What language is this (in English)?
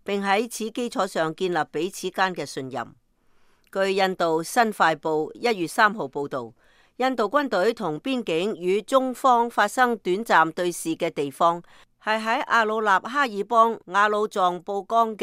Cantonese